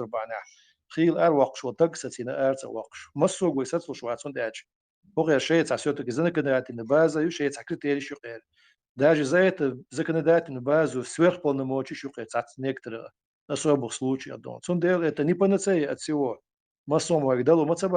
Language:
Chechen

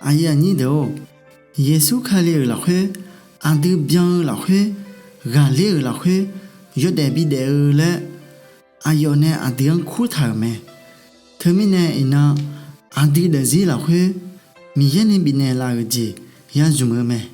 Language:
Akha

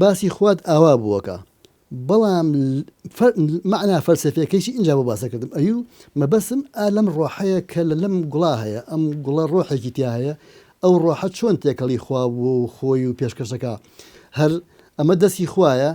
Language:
Central Kurdish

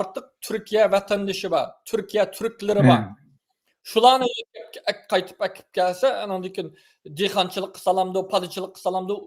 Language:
Uyghur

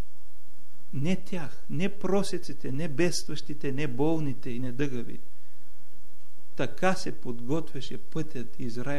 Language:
Bulgarian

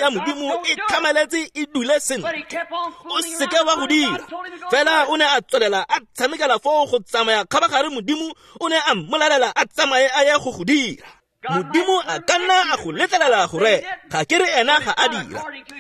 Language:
Tswana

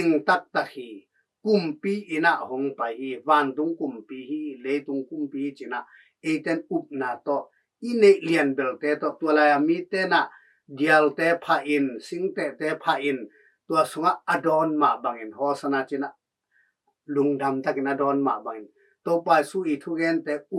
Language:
Tedim Chin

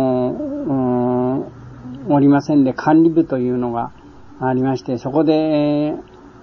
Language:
Japanese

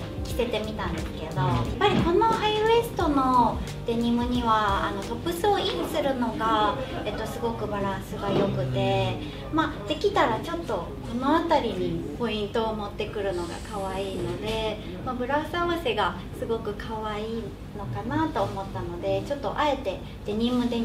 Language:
Japanese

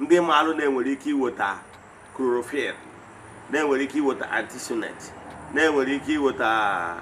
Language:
Igbo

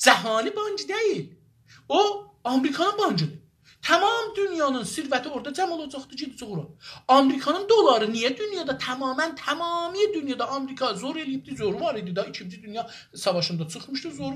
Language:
South Azerbaijani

